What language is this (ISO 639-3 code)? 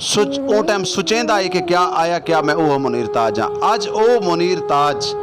skr